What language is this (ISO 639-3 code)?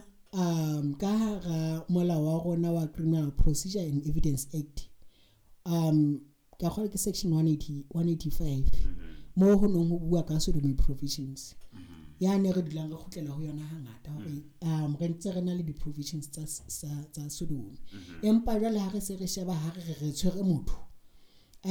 sot